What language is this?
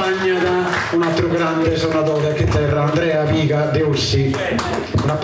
Sardinian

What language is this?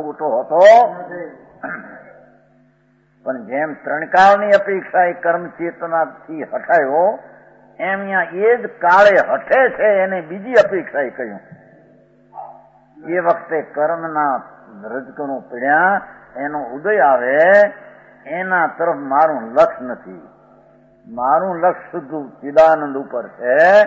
Gujarati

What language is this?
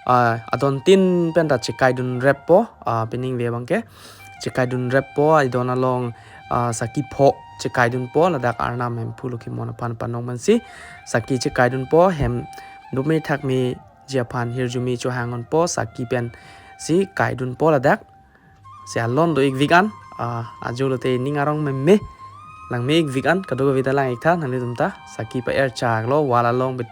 Karbi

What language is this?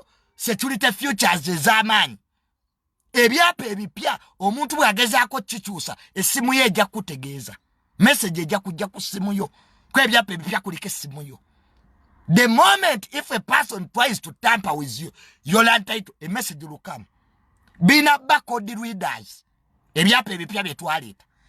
Ganda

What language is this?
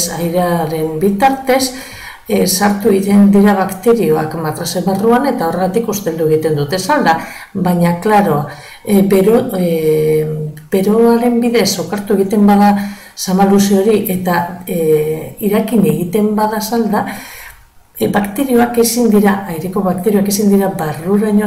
Basque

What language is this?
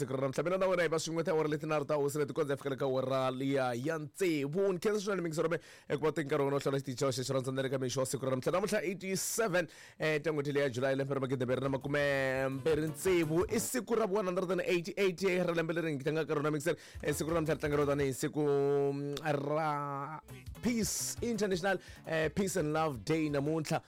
Tsonga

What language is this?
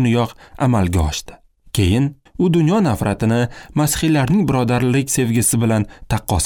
Uzbek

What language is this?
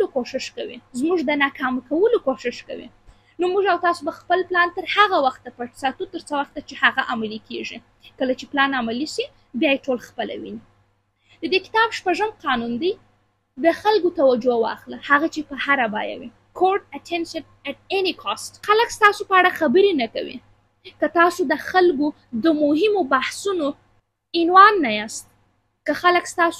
Pashto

